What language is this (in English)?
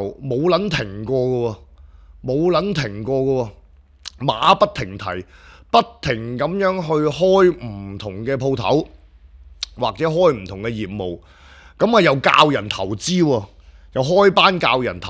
Cantonese